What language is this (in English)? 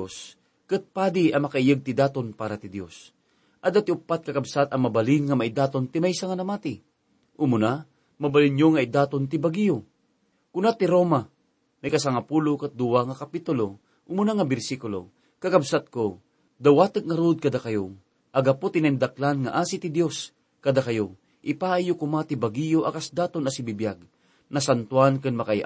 Iloko